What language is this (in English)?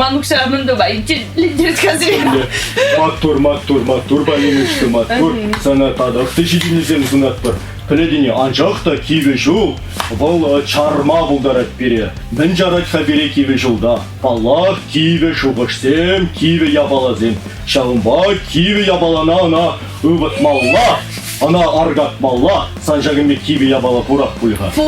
Chuvash